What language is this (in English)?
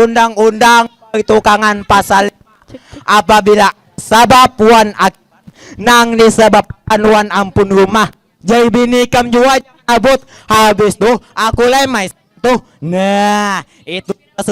Banjar